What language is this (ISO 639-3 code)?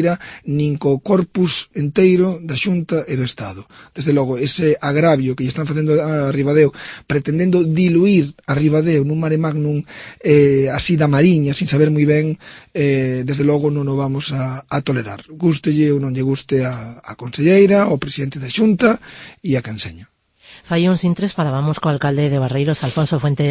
glg